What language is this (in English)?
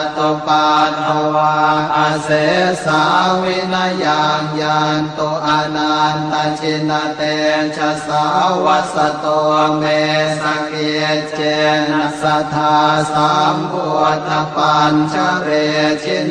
Pali